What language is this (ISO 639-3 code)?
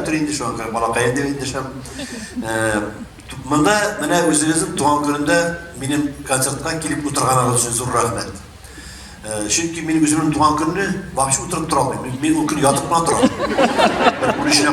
tat